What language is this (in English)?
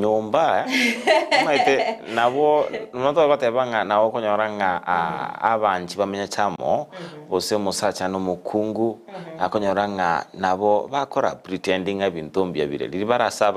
Gusii